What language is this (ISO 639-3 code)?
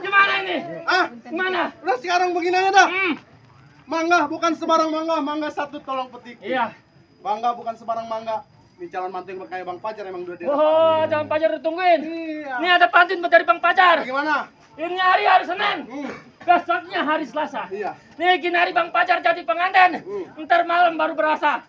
bew